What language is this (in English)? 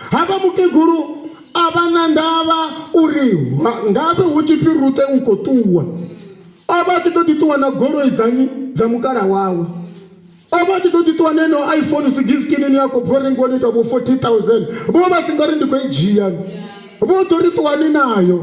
Venda